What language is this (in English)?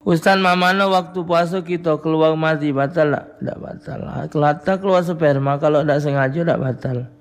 Musi